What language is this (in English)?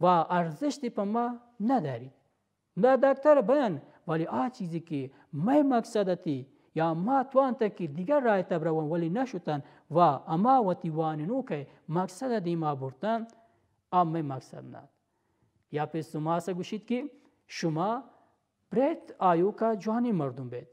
Baluchi